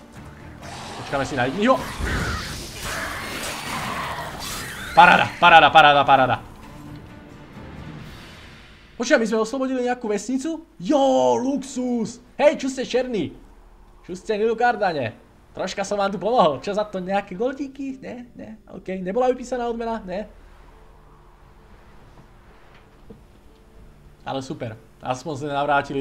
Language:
Slovak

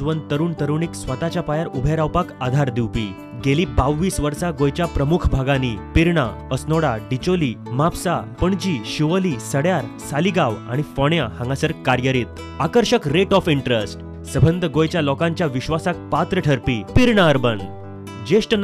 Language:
Konkani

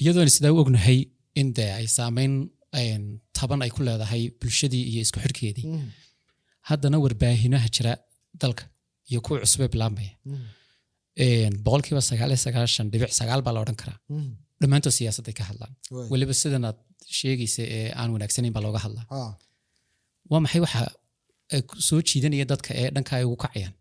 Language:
Somali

